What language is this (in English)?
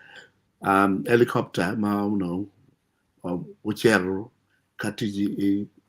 Acoli